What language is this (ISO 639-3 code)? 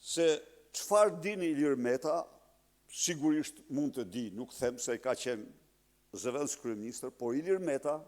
sqi